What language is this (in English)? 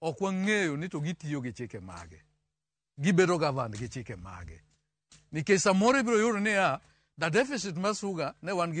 Luo (Kenya and Tanzania)